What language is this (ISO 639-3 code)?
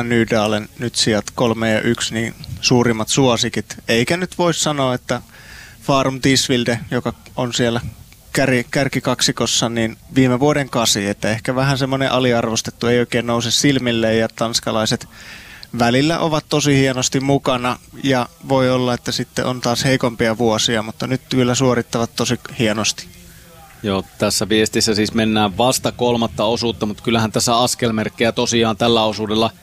fin